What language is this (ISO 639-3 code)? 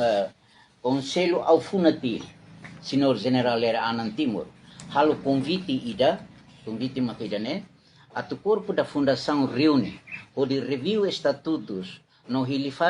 tet